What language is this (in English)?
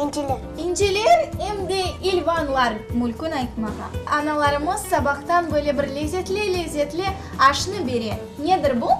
Crimean Tatar